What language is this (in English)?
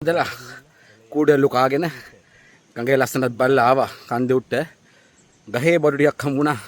Sinhala